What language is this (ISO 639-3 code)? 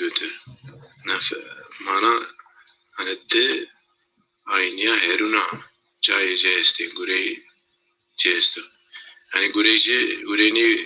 zza